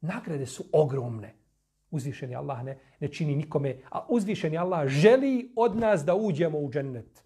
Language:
Bosnian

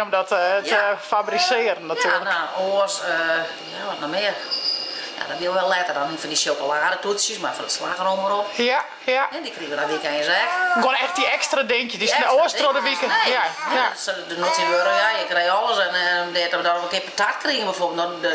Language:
Western Frisian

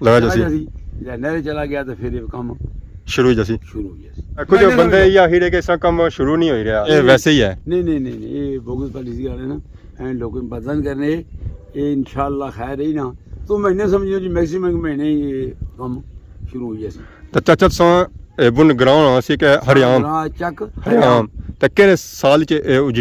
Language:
Pahari-Potwari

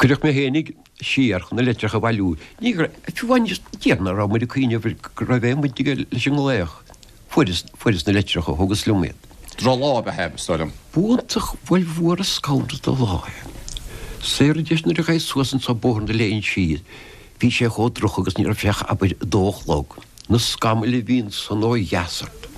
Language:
Irish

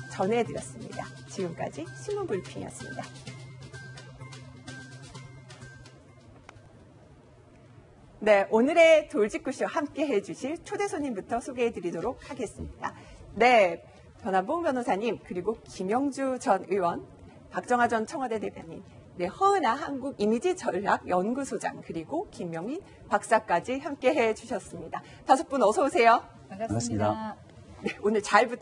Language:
Korean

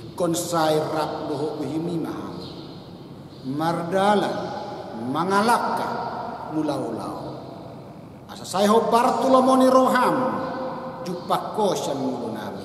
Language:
Batak Toba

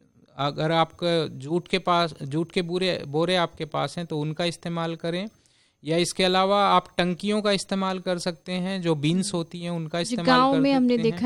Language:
Hindi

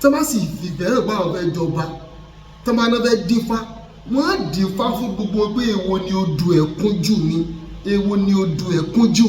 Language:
Yoruba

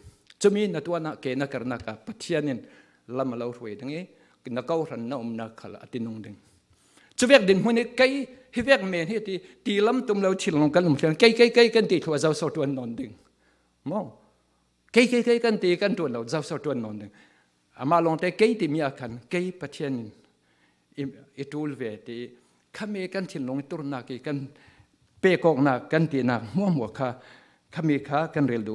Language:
Falam Chin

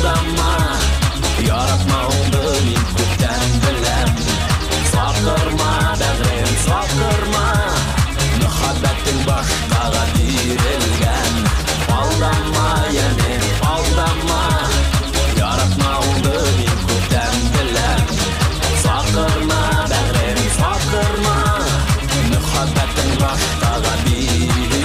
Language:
Bashkir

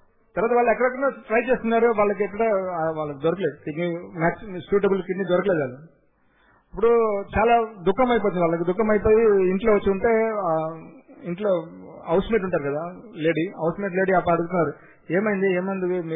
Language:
Telugu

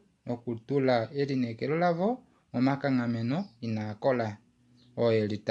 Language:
Kuanyama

